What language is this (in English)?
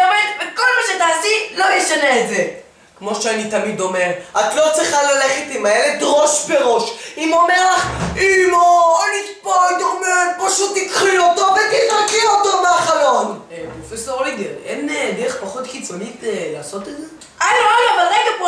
Hebrew